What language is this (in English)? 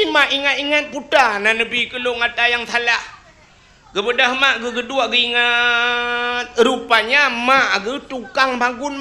Achinese